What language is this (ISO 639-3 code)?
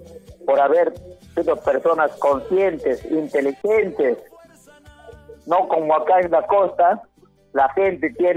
spa